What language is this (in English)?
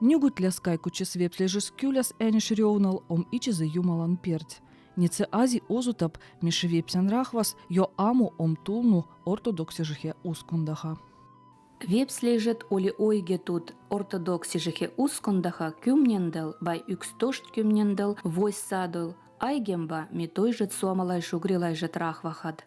Veps